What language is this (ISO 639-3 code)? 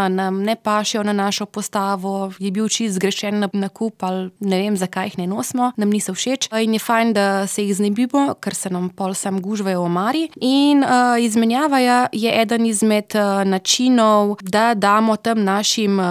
slv